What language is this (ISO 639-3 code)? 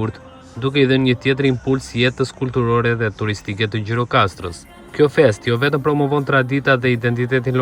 sqi